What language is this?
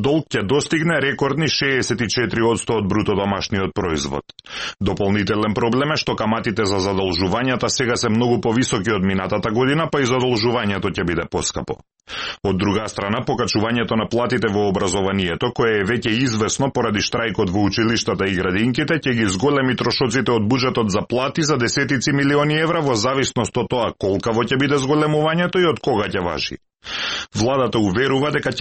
Macedonian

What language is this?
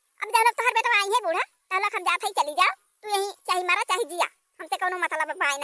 Awadhi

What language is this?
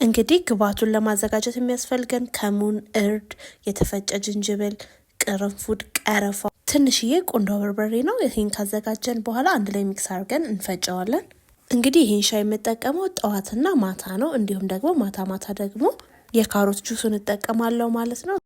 Amharic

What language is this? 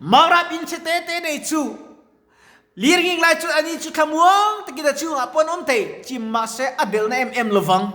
Mizo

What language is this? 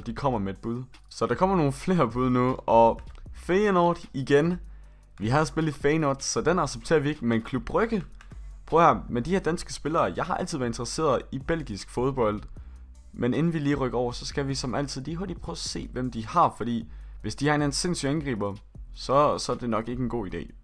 Danish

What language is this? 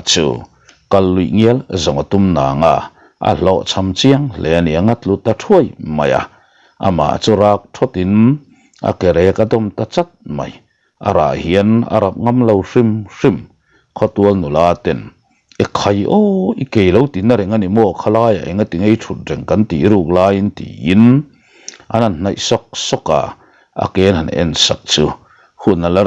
Mizo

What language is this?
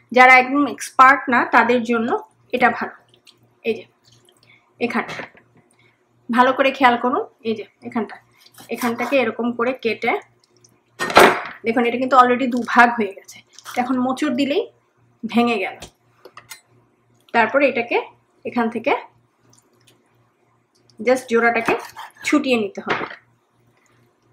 Bangla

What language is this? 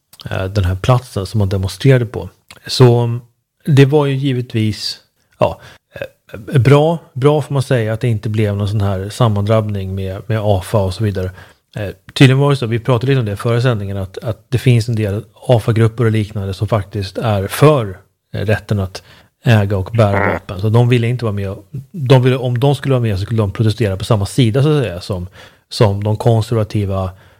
Swedish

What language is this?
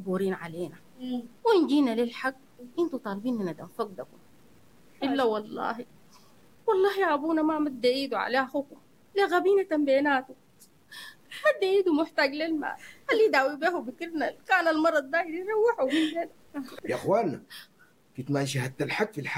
Sudanese Arabic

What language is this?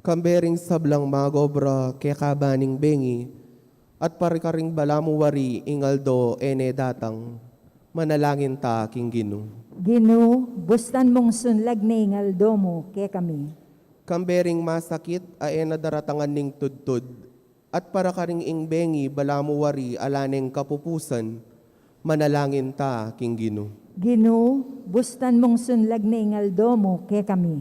Pampanga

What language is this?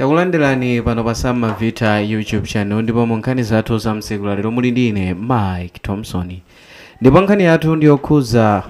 Nyanja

